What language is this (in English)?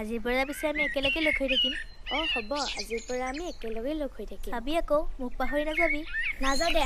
Assamese